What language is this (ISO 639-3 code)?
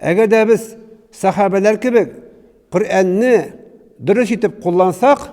tat